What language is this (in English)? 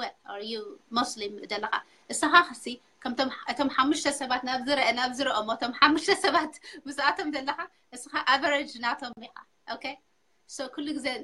Tigrinya